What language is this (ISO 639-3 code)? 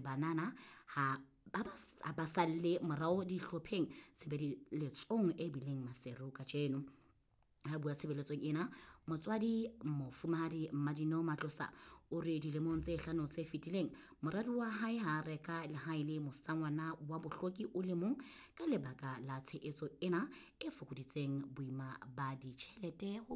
sot